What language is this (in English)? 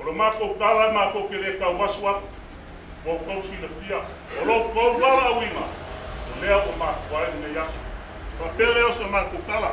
Samoan